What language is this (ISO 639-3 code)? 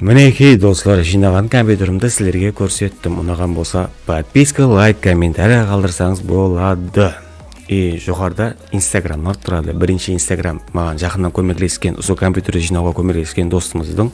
kaa